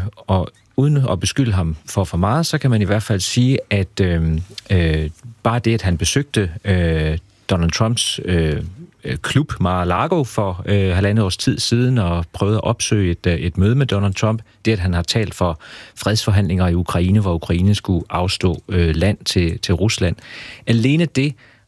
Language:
Danish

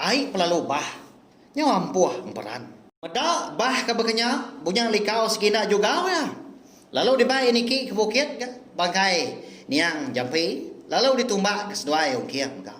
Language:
Iban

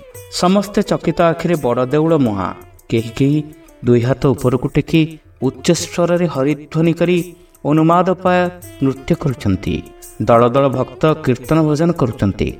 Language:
Odia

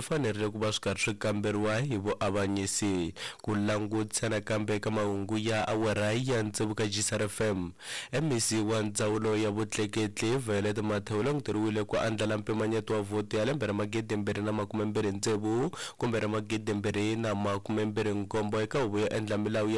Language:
Tsonga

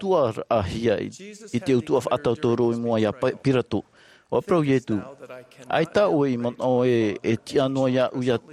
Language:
Tahitian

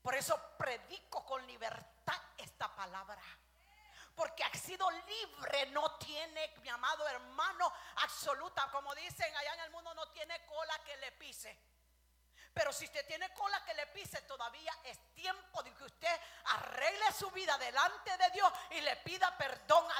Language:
Spanish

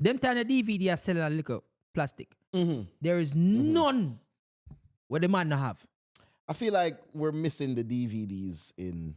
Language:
Jamaican Creole English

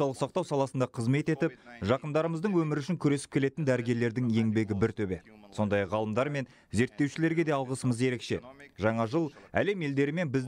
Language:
Kazakh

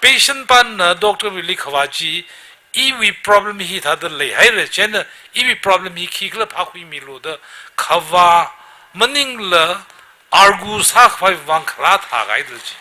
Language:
Tangkhul Naga (India)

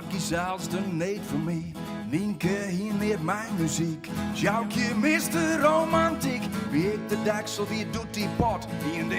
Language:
Western Frisian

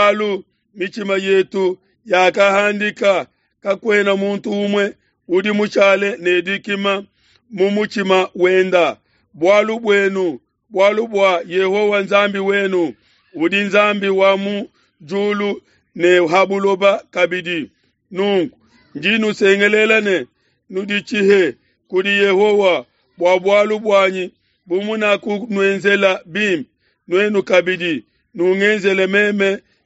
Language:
Luba-Lulua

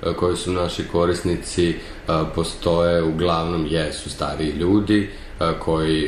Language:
Serbian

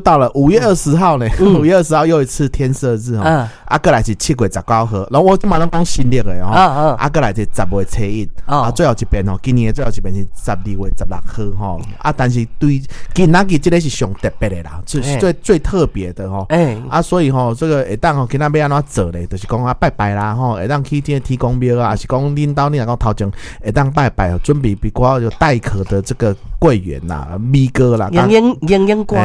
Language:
Min Nan Chinese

